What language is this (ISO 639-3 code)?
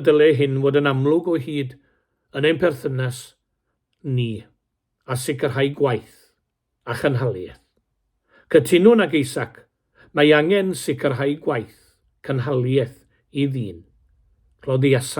cym